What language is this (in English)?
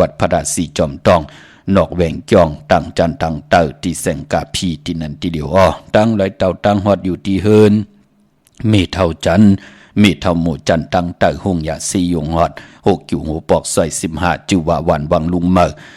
Shan